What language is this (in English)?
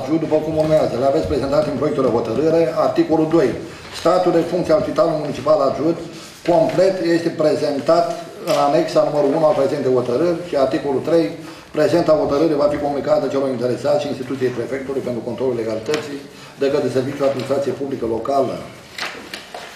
Romanian